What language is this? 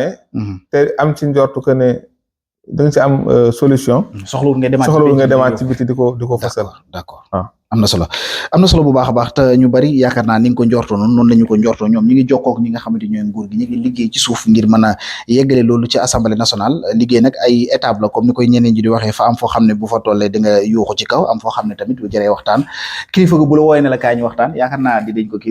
Wolof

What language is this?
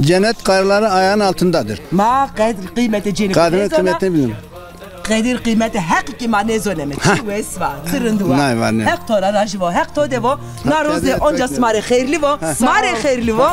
Zaza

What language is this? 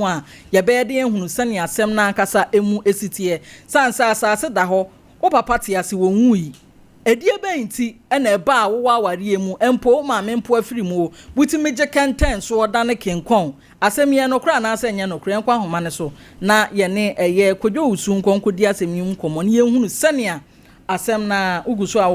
Akan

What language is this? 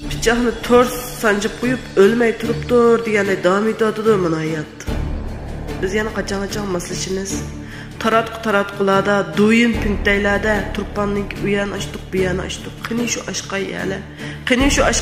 Uyghur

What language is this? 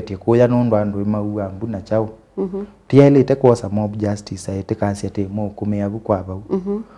Kamba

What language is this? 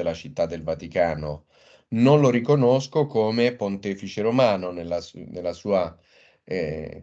Italian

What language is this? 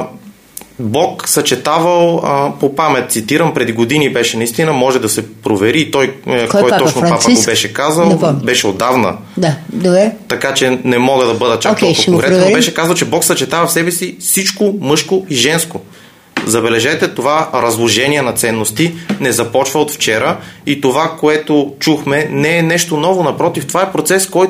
Bulgarian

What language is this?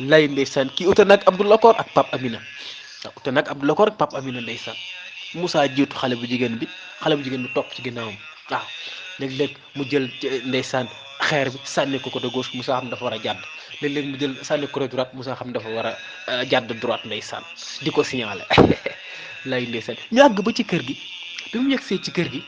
Wolof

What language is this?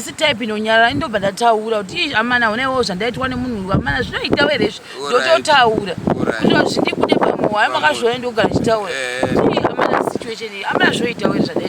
Shona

